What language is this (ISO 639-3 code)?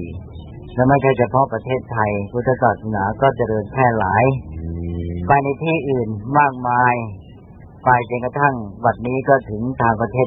tha